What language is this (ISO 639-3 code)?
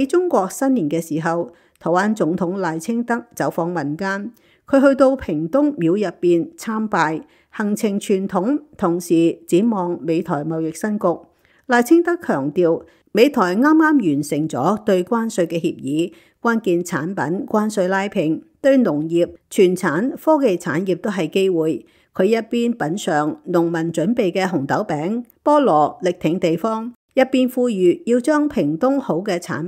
yue